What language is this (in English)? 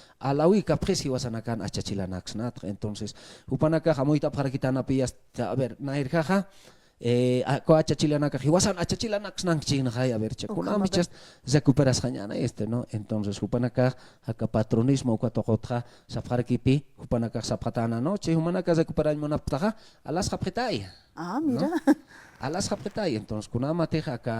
Aymara